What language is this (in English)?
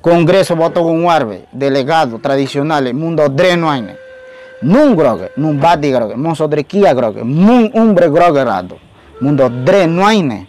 Ngäbere